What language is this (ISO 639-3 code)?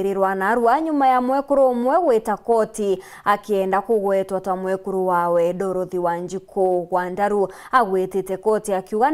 mer